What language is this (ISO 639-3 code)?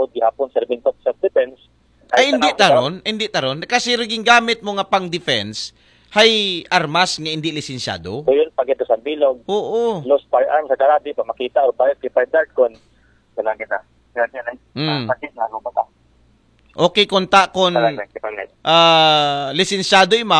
akl